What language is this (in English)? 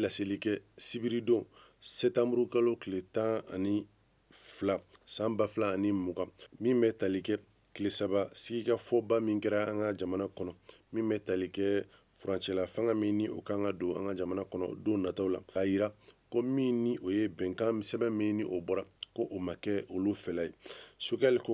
Bambara